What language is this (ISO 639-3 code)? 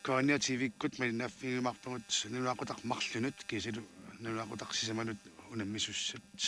kal